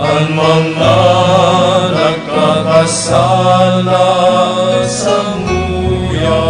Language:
Bikol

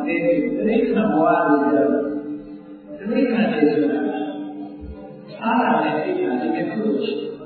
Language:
Burmese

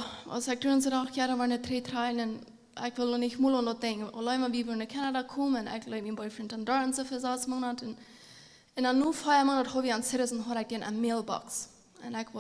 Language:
Plautdietsch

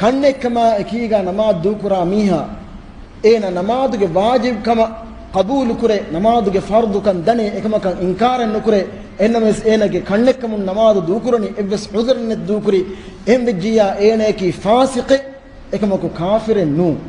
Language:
Divehi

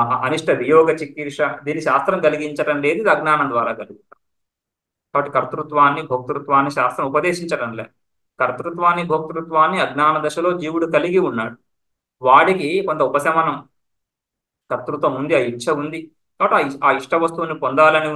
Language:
Telugu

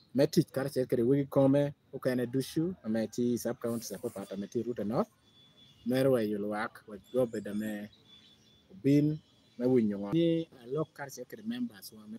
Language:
Lango (Uganda)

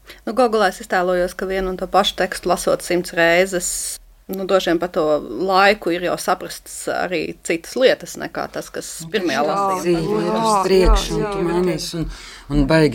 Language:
Latvian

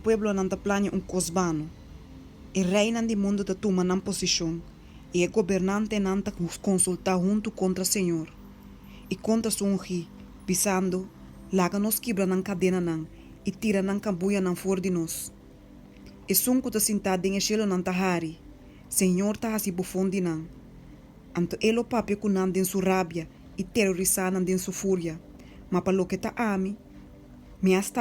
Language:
Papiamento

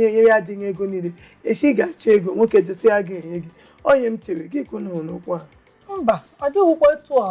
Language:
Igbo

